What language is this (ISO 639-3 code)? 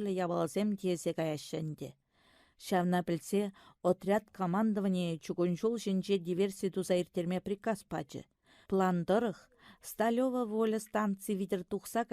chv